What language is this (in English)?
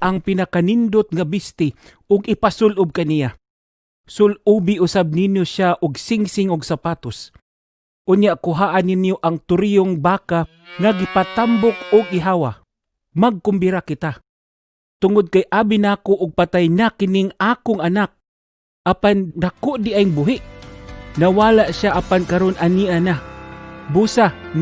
Cebuano